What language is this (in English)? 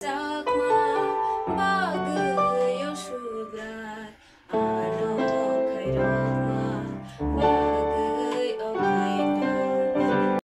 Kok Borok